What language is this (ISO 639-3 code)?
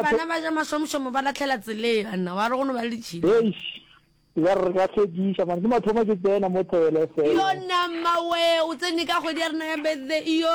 nso